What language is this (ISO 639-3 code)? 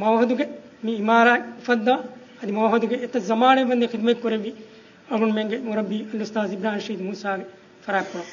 div